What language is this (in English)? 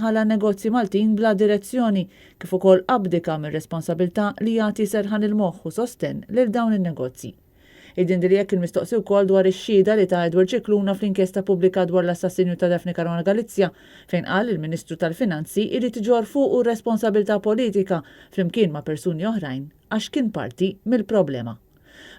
Maltese